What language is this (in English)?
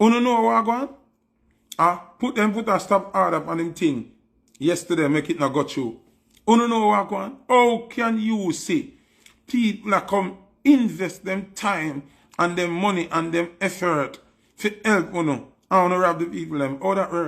Jamaican Creole English